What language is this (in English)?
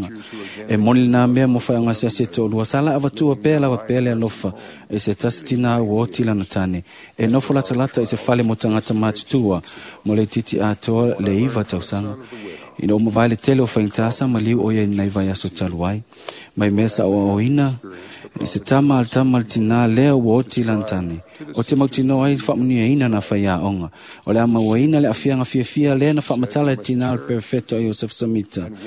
Samoan